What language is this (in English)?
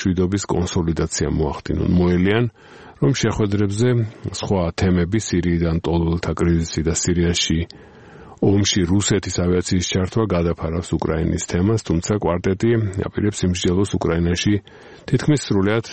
Georgian